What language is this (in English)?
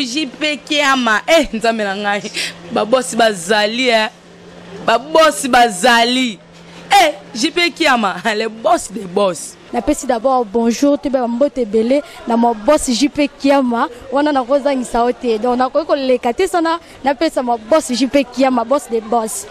Lingala